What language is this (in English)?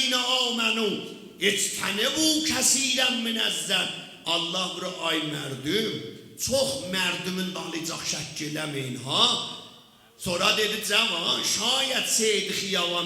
South Azerbaijani